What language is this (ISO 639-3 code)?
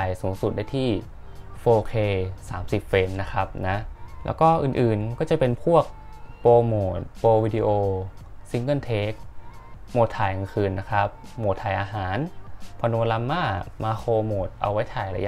tha